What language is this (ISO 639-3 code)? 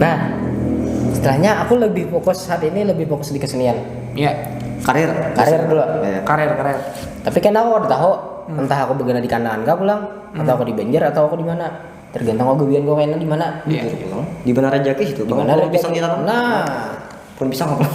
bjn